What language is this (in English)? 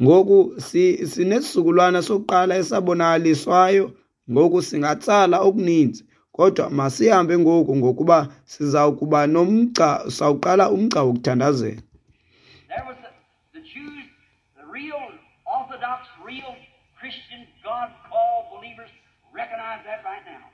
Xhosa